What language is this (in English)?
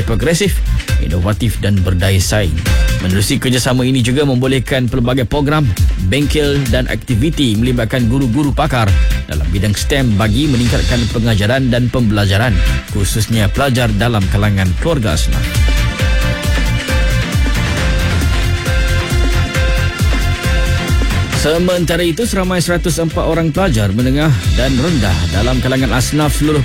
Malay